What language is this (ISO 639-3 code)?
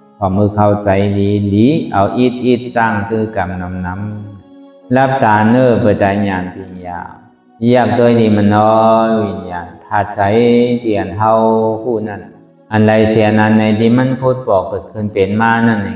shn